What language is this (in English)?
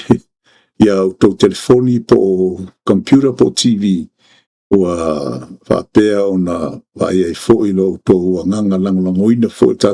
Samoan